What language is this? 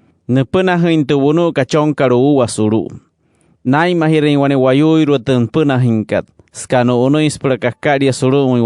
Wayuu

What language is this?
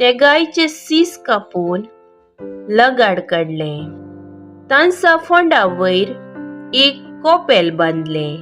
Konkani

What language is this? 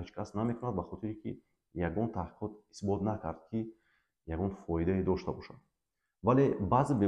Tajik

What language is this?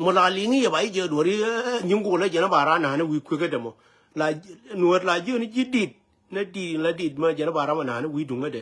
Nuer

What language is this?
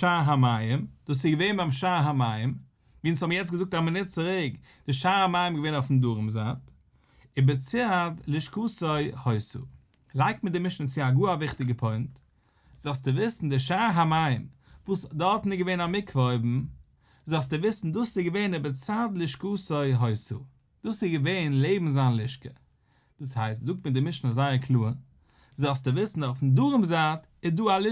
Yiddish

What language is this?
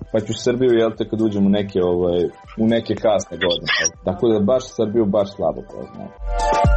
Serbian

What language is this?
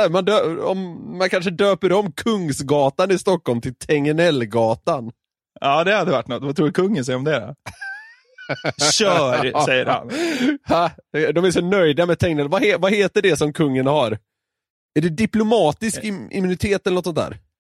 Swedish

